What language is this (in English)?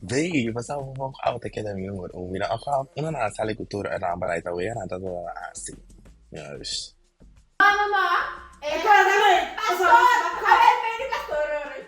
Papiamento